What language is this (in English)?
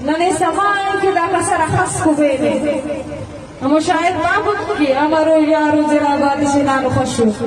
Eastern Balochi